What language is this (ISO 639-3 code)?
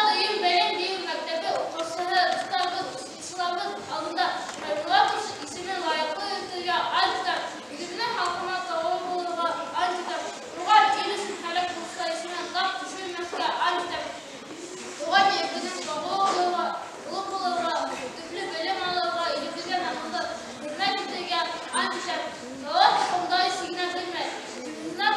bak